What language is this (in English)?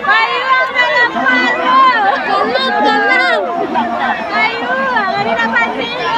Minangkabau